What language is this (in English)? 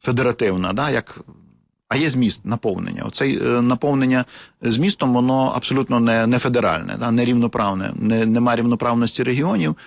Ukrainian